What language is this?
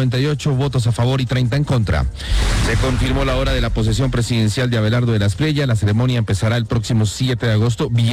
Spanish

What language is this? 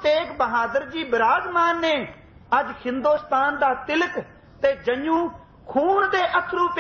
Punjabi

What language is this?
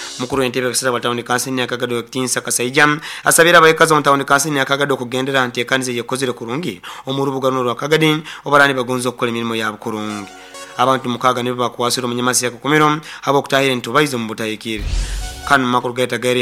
Nyoro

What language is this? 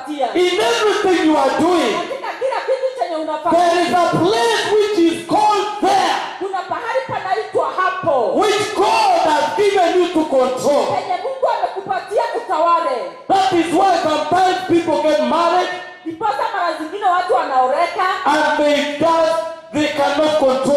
Swahili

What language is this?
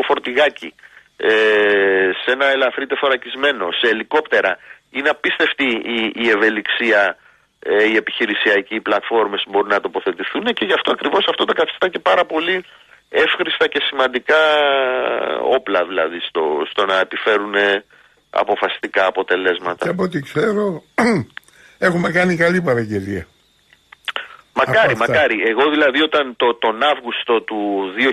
Greek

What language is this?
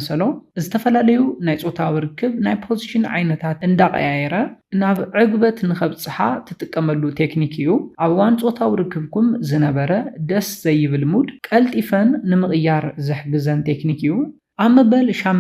Tigrinya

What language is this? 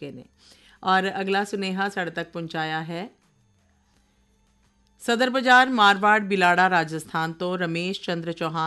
Punjabi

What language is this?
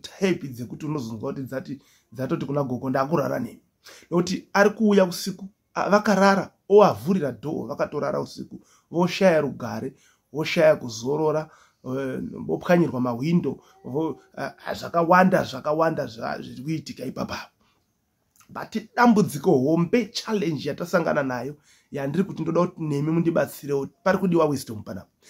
Shona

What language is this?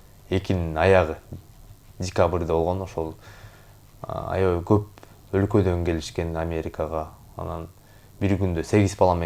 Kyrgyz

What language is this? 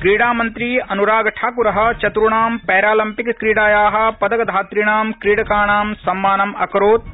Sanskrit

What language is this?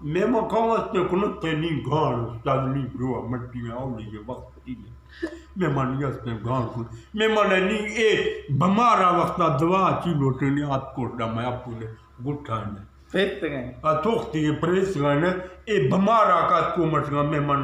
Eastern Balochi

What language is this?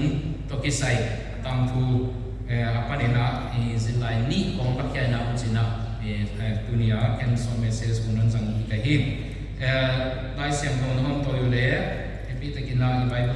Paite Chin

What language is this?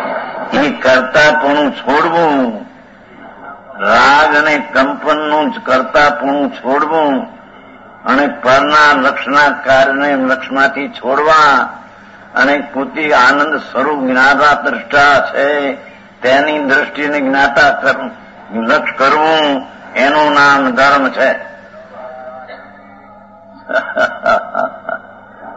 Gujarati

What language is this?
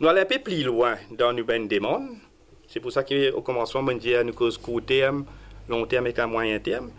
Morisyen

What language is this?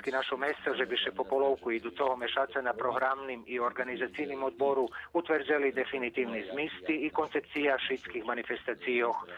Rusyn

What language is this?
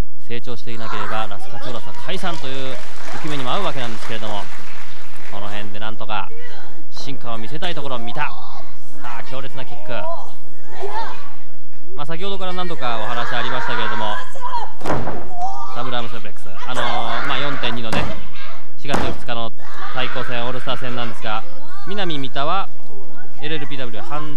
Japanese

